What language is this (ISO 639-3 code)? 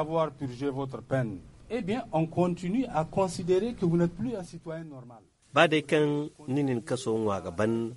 dje